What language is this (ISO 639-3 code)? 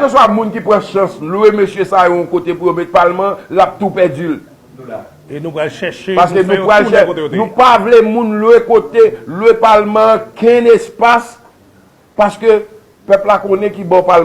hat